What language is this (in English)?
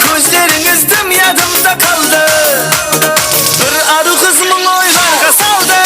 Kara-Kalpak